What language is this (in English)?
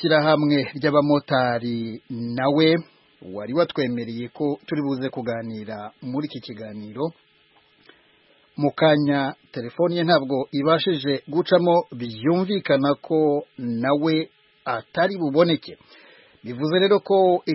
Kinyarwanda